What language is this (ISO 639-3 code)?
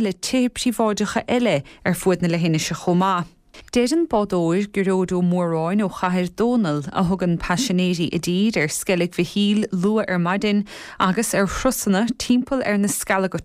gle